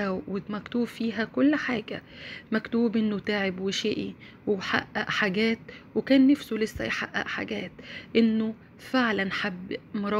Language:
Egyptian Arabic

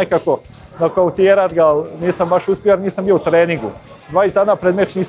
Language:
Croatian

